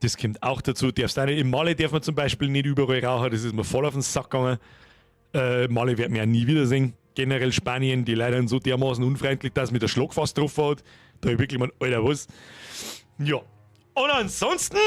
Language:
Bavarian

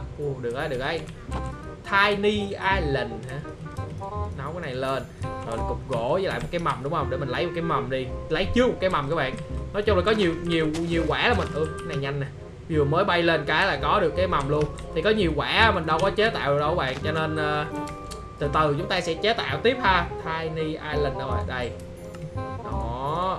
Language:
Vietnamese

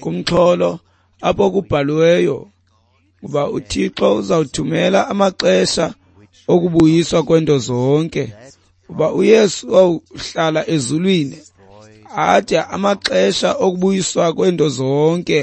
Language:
Xhosa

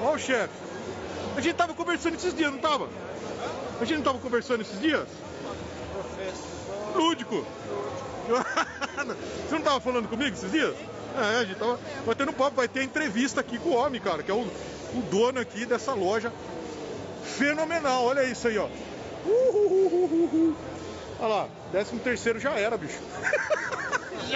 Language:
Portuguese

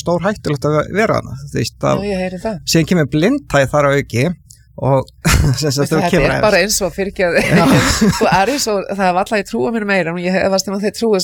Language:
Icelandic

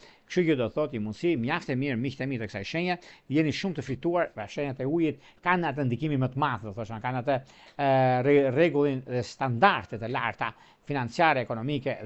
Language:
Albanian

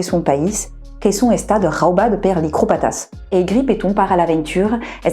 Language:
Occitan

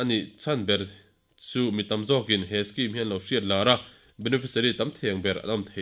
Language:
Mizo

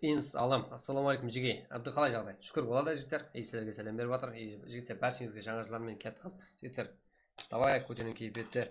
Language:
Kara-Kalpak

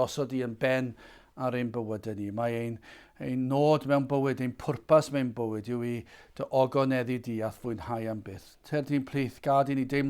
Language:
Welsh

